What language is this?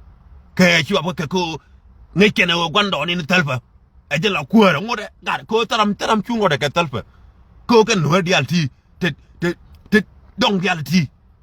Nuer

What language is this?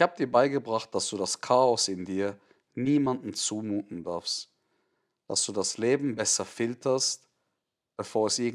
Swiss German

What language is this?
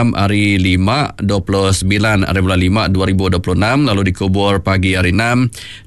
Iban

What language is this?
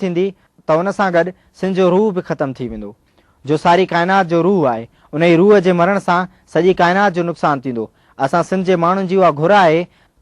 Sindhi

